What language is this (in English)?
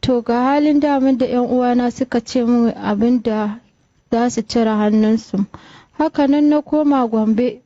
Hausa